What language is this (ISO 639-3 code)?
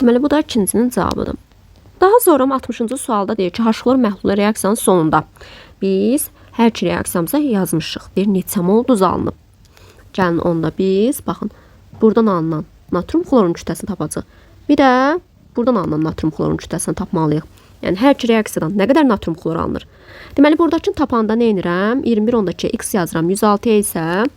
aze